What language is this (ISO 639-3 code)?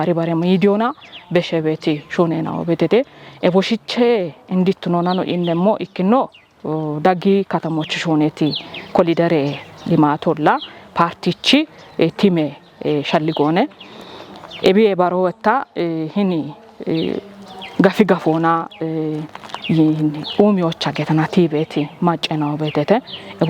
kbr